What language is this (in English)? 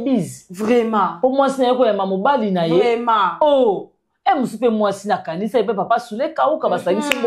Lingala